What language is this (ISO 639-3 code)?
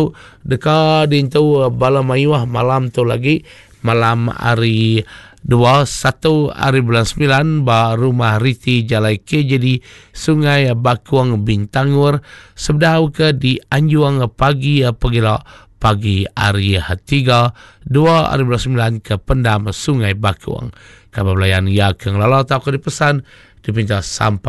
iba